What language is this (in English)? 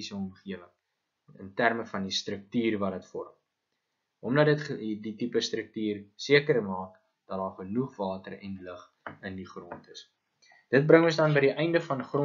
Afrikaans